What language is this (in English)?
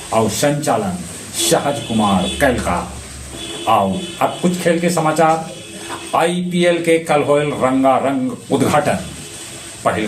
Magahi